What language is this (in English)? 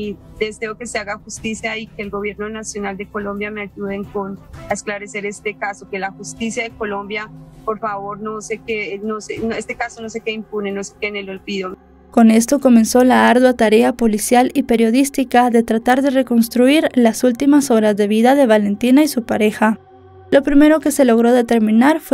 Spanish